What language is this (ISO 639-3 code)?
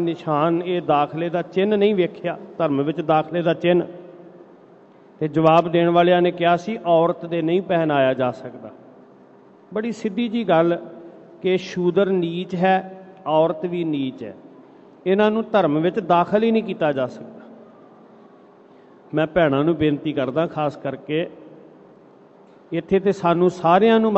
pan